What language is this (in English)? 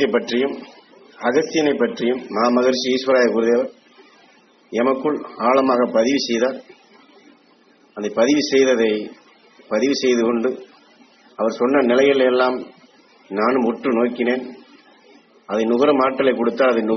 Tamil